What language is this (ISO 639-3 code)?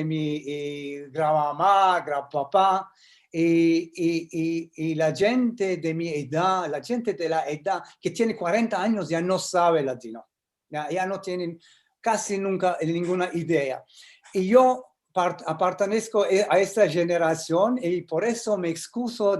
lad